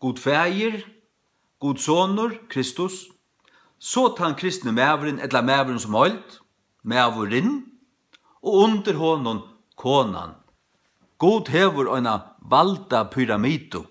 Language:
Faroese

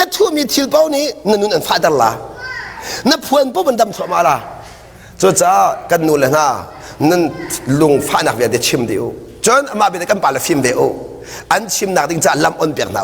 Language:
Hakha Chin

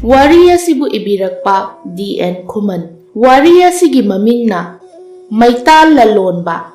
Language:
Manipuri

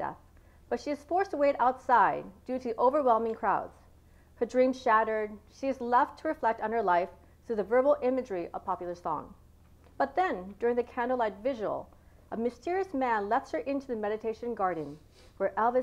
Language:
English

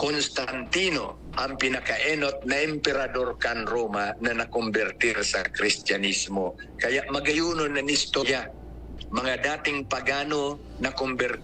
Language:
Bikol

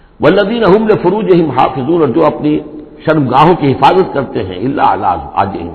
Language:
Urdu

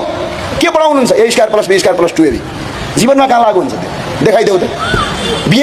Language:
Nepali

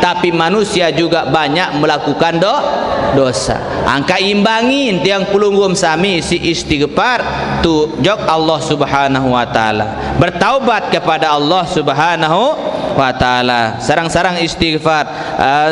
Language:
Sasak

